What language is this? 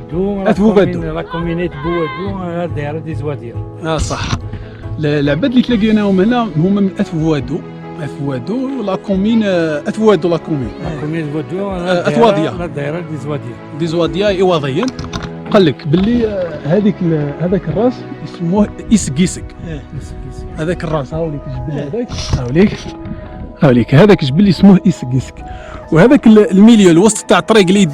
Algerian Arabic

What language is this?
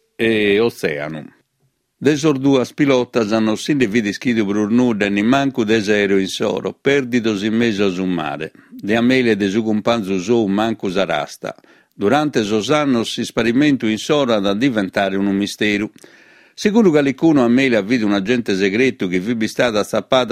Sardinian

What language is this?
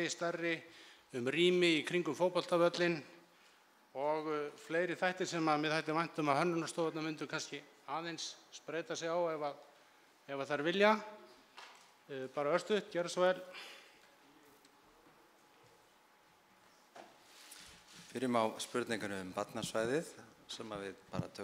Icelandic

